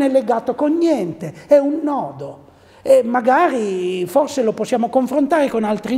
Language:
Italian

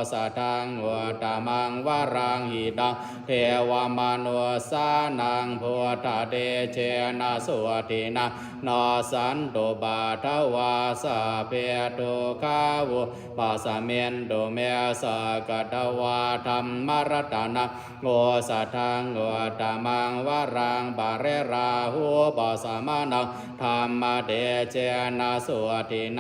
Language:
Pali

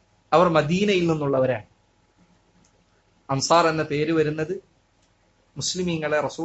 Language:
Malayalam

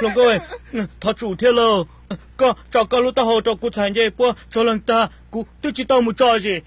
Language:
Hmong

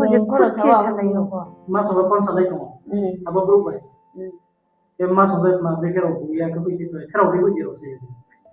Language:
Riang (India)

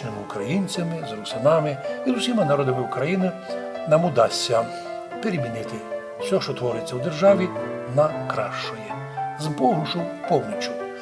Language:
Rusyn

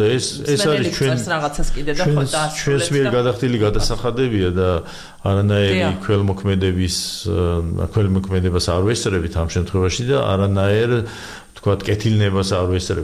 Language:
Georgian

